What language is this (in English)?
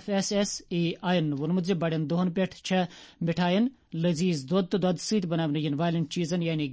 Kashmiri